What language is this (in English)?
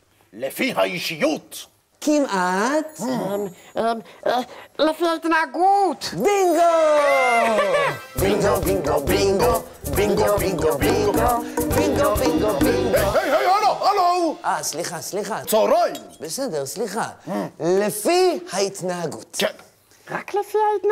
Hebrew